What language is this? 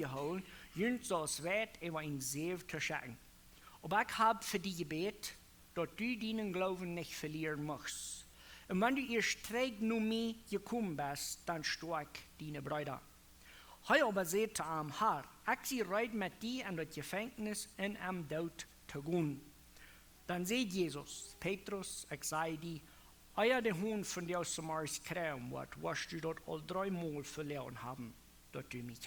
Plautdietsch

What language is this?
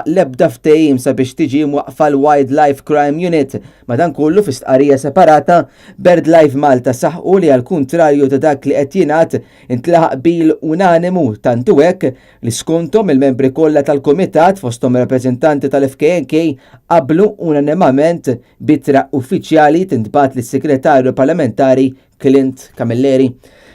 Maltese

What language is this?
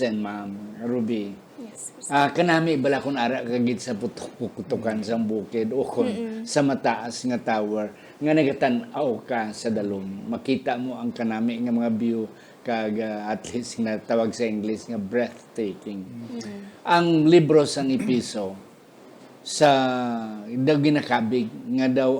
Hiligaynon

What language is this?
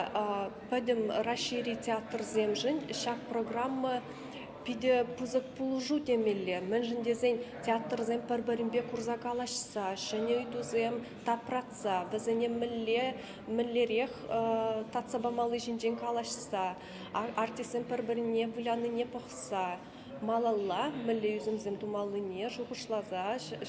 Chuvash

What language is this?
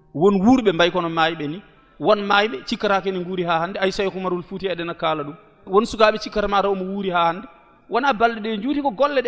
Fula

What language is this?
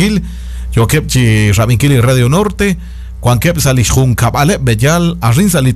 Kekchí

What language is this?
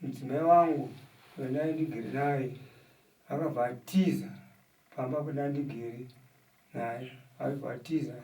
Shona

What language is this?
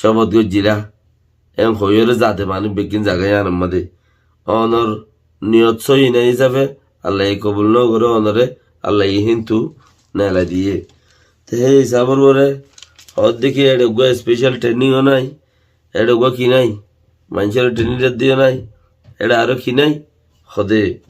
Rohingya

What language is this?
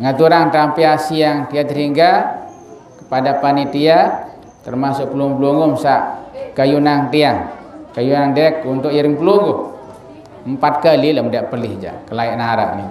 Sasak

